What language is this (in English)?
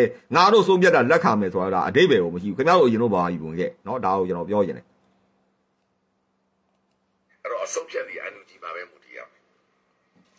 Burmese